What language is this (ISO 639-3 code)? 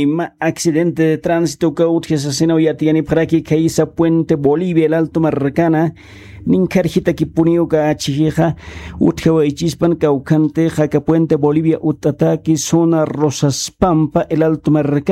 aym